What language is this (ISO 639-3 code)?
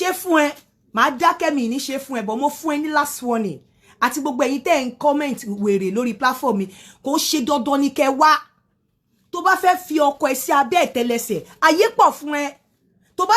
yor